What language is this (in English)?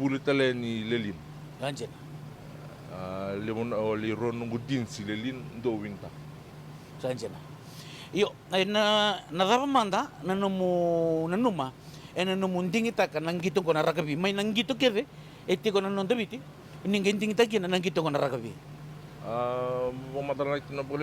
Fijian